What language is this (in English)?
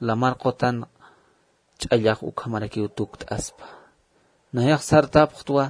Aymara